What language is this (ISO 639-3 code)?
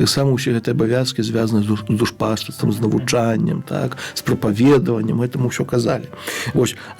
bel